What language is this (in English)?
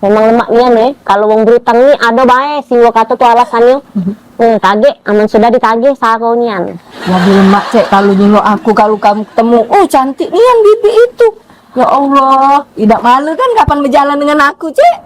Musi